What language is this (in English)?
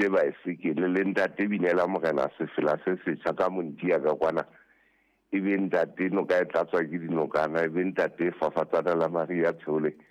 Southern Sotho